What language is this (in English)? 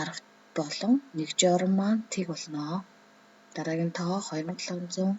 Mongolian